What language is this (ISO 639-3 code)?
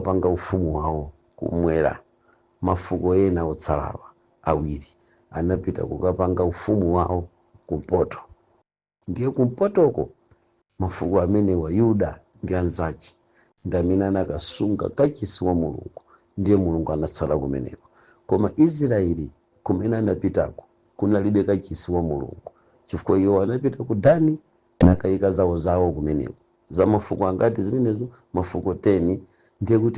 nya